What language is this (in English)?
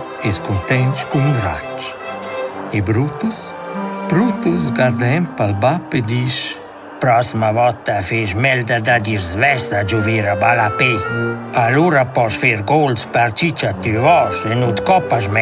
Romansh